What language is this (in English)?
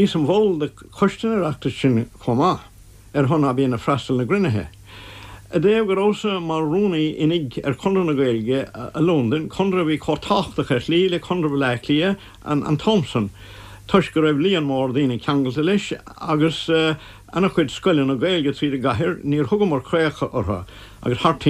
Irish